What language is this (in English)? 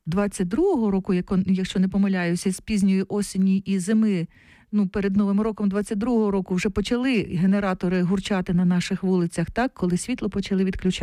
Ukrainian